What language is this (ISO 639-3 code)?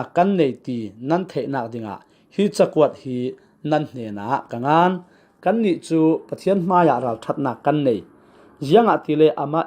cfm